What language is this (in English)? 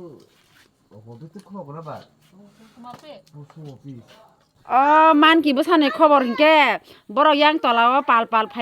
Kok Borok